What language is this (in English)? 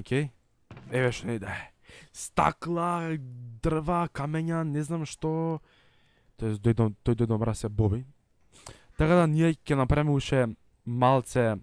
Macedonian